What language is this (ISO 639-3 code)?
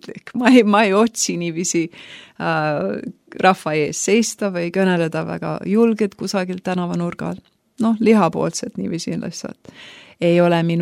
est